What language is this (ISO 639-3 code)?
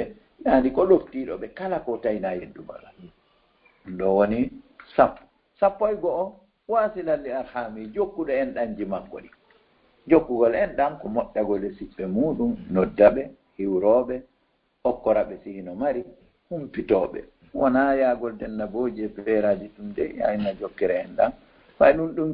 ful